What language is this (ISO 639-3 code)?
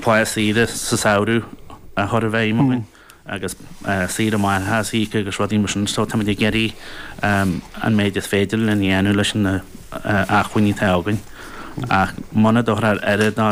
gle